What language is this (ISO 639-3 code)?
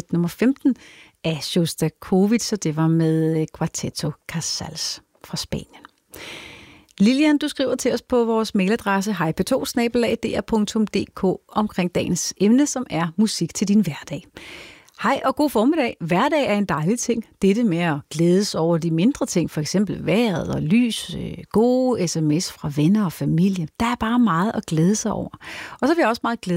dan